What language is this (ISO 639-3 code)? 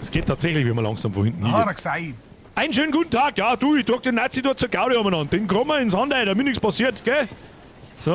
bar